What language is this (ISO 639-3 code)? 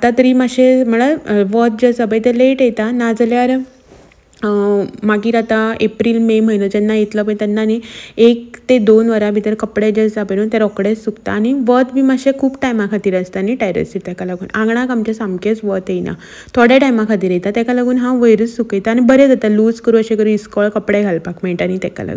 kok